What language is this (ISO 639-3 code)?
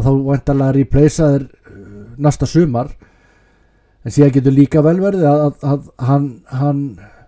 isl